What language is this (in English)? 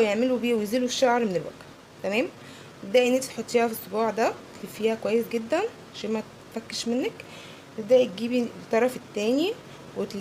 Egyptian Arabic